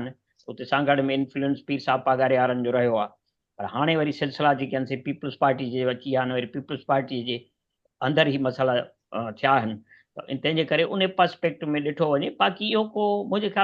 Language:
Sindhi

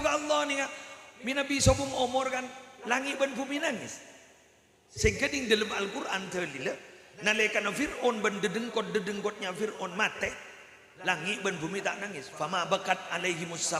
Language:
Madurese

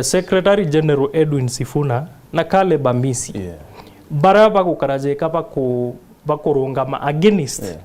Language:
Meru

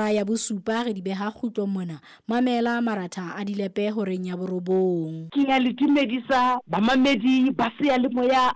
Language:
Southern Sotho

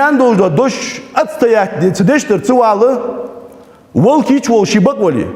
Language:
Ingush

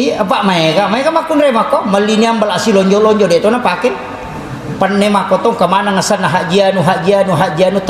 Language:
Buginese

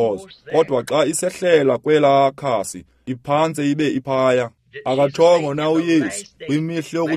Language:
Xhosa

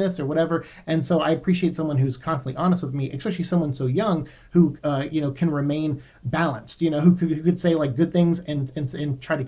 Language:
English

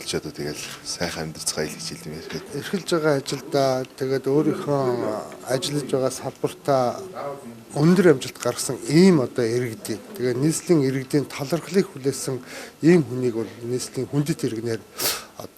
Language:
Mongolian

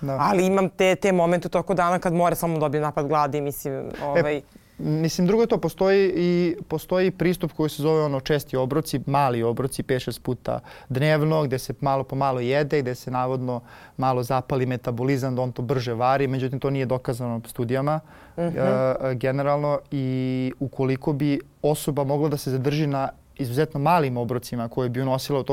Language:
Serbian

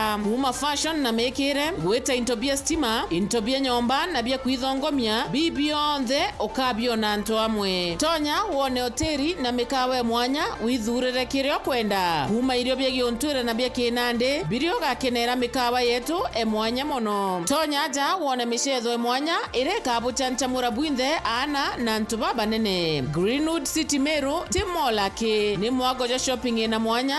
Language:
Meru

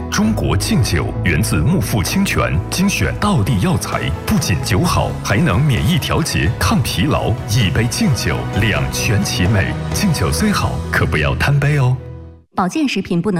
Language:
Chinese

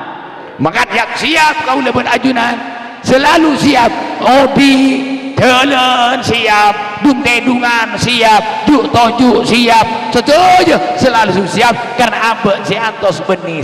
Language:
Madurese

